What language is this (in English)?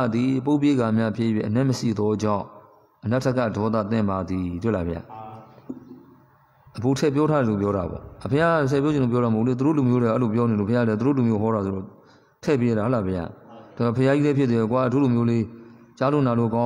Burmese